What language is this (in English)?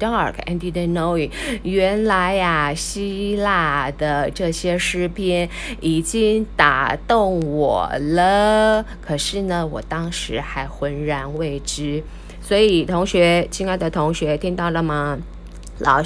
Chinese